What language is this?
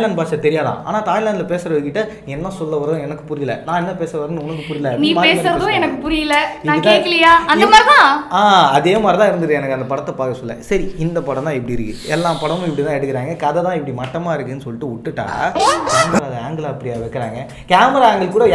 Tamil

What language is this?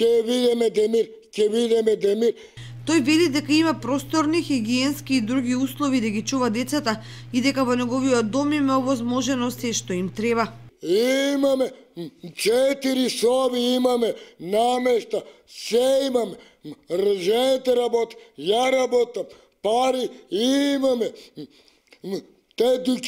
Macedonian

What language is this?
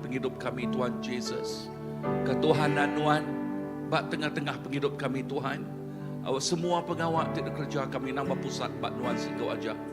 Iban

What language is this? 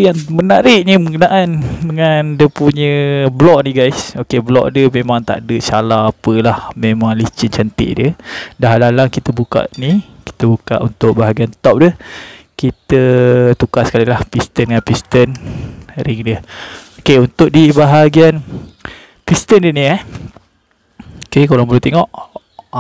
Malay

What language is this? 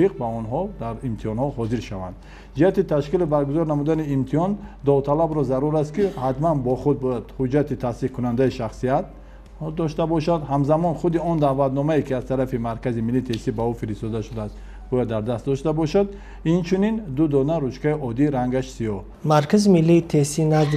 Tajik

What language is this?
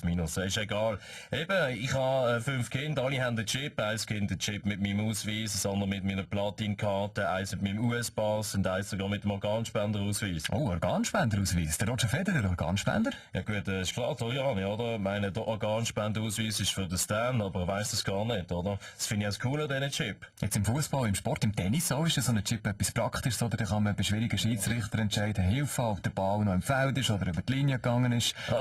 Swiss German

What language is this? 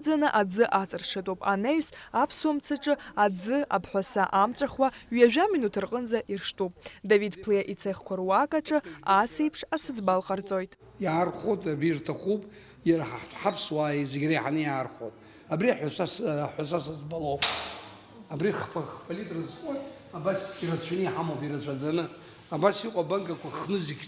Abkhazian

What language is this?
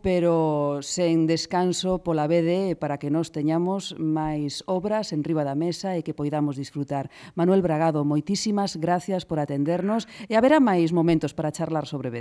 Galician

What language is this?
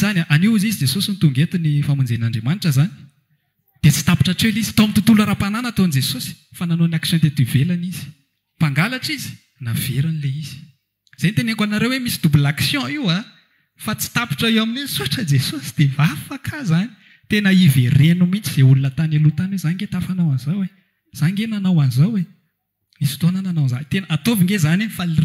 Malagasy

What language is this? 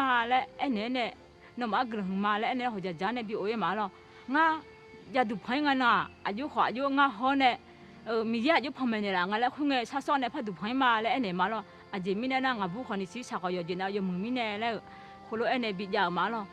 Akha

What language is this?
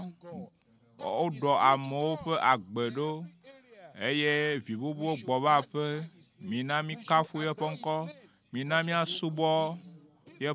Ewe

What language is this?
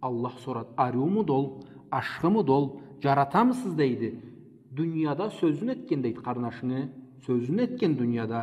Karachay-Balkar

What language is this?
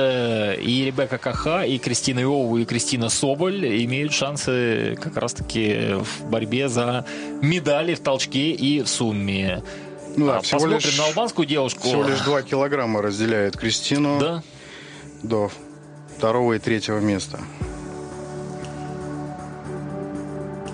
Russian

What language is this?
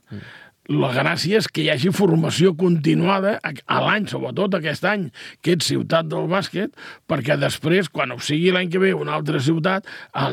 Catalan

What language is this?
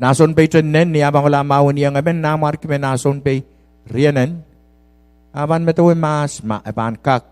Pohnpeian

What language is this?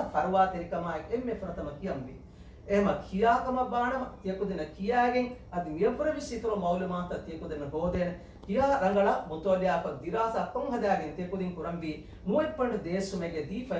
Divehi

